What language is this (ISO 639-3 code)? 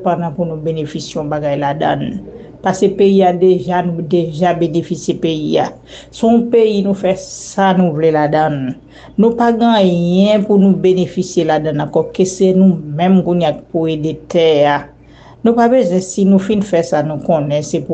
hat